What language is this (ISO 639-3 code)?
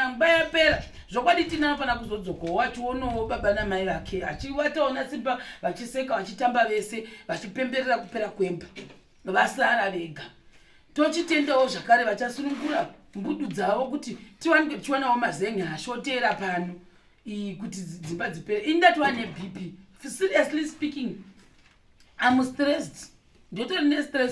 sna